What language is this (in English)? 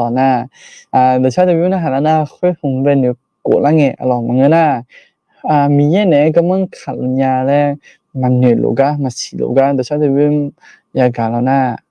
Akha